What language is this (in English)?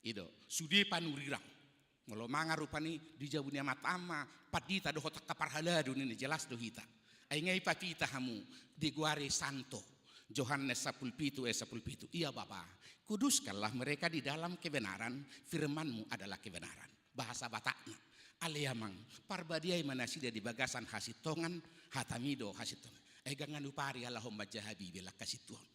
Batak Toba